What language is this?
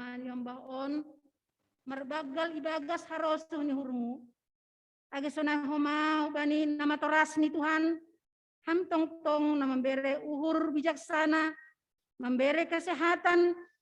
Batak Simalungun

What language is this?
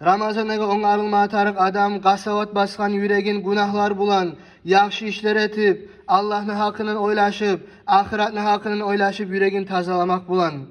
Kumyk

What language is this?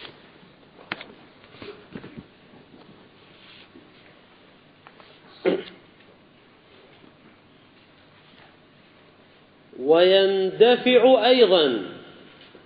Arabic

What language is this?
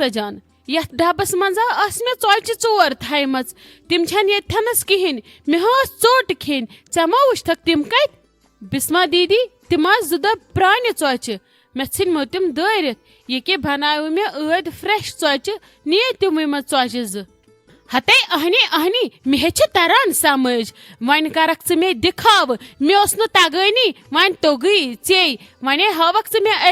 Kashmiri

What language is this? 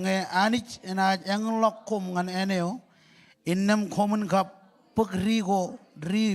Marshallese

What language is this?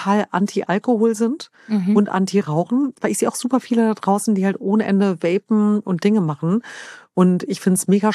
German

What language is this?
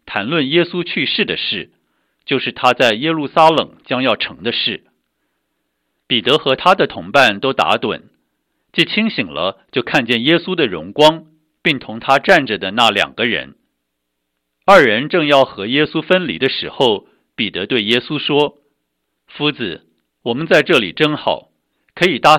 Chinese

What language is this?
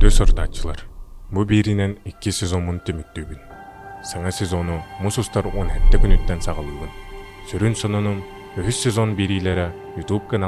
Yakut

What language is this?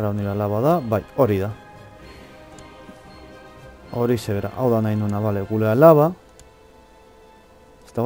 Basque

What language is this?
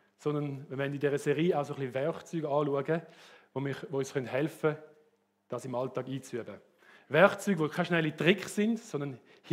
Swiss German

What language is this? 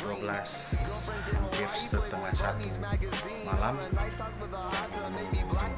Manado Malay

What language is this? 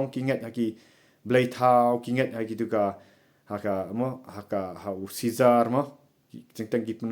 Khasi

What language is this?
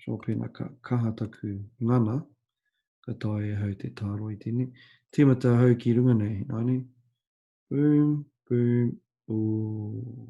Māori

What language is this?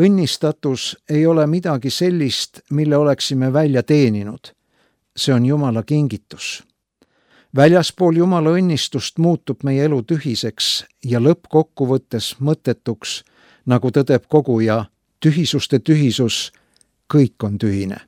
Estonian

